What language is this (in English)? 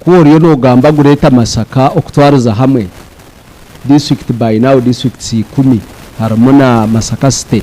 Nyankole